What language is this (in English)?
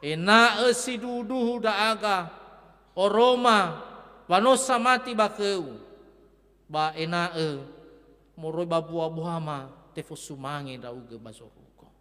Nias